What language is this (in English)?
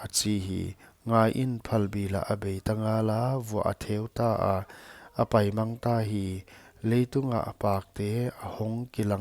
Paite Chin